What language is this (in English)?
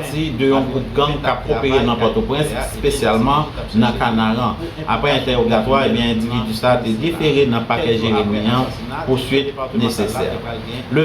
Haitian Creole